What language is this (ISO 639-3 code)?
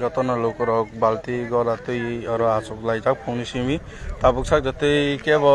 trp